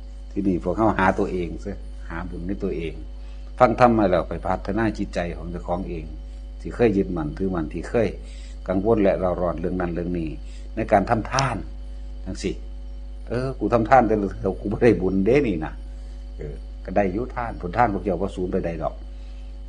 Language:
Northeastern Thai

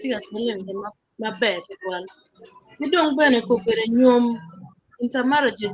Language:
Acoli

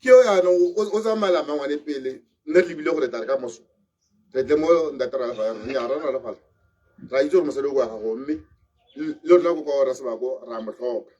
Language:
Tswana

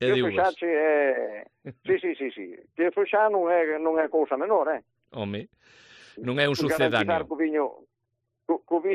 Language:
Galician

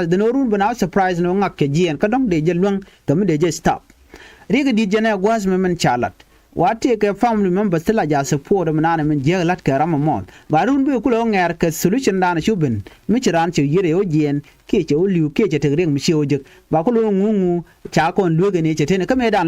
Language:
Nuer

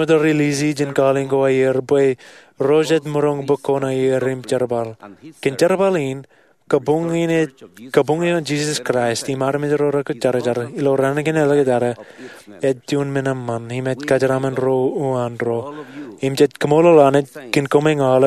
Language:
Marshallese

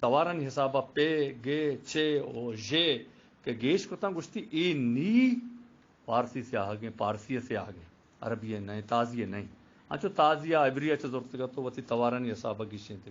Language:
Eastern Balochi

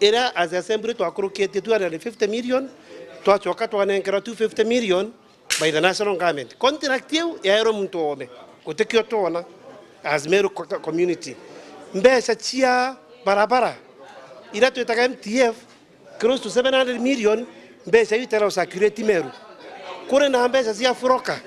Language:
Meru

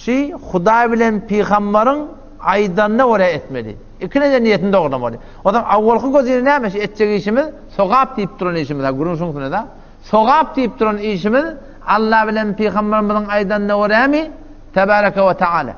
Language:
Turkmen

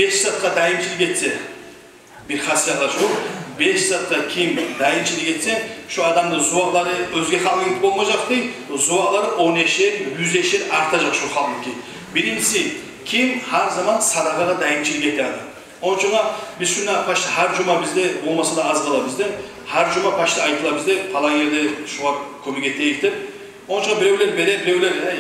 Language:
Kumyk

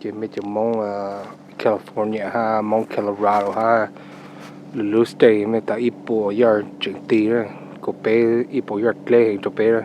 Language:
Hmong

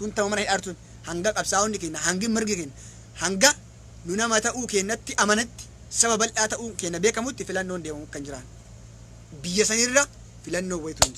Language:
Oromo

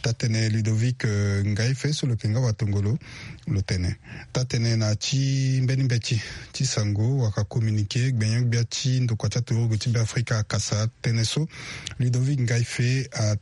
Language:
Sango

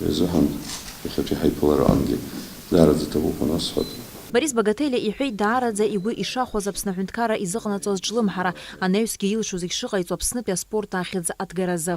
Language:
Abkhazian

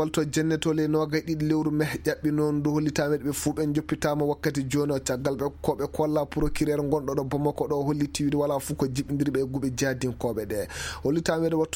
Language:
Fula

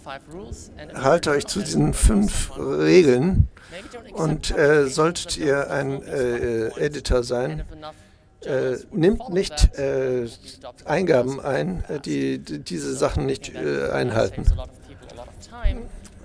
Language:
German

